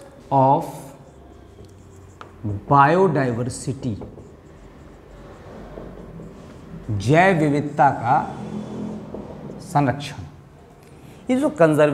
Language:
Hindi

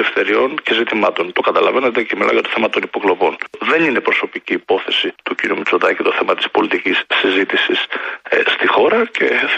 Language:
Greek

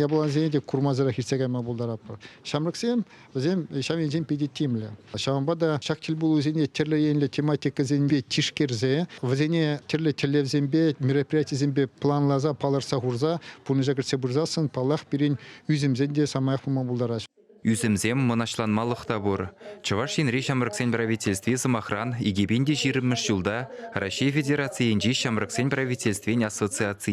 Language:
Chuvash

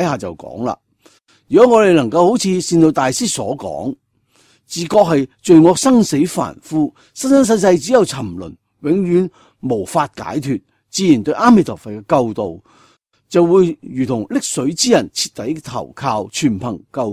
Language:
Cantonese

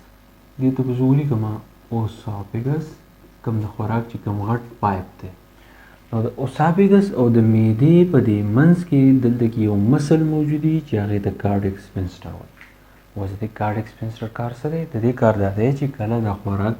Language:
Pashto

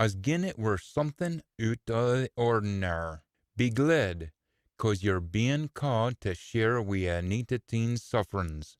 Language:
Scots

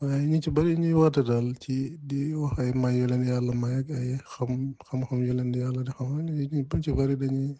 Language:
Wolof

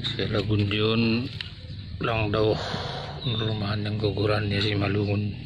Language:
Batak Simalungun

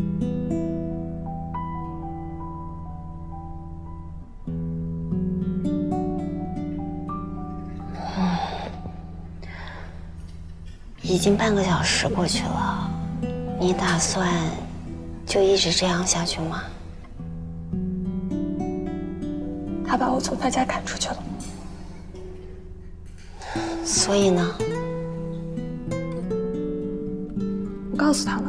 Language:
Chinese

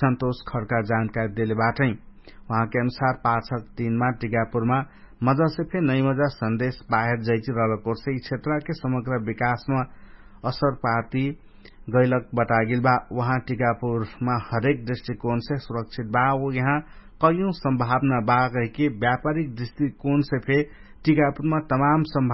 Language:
Dangaura Tharu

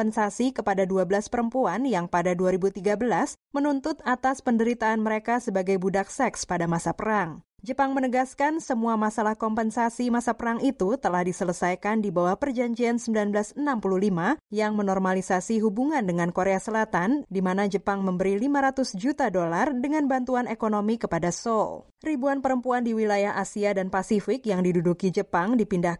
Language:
Indonesian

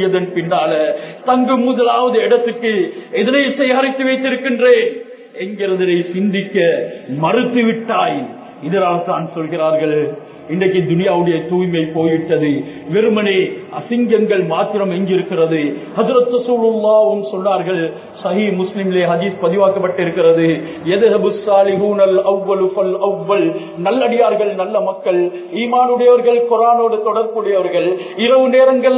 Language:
Tamil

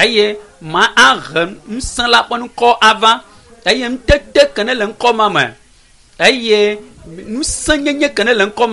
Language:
Ewe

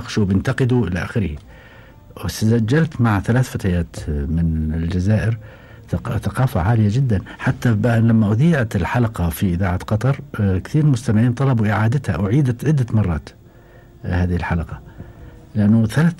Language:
Gulf Arabic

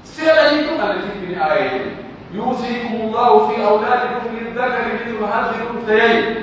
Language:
Pular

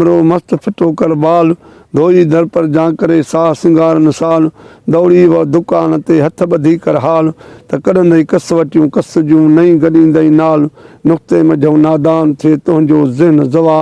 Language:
Sindhi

